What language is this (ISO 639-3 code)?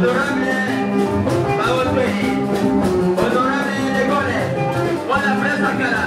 lin